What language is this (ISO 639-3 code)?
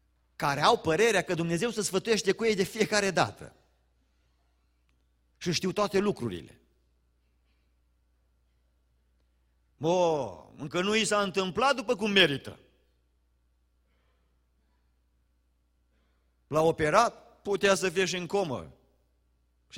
ron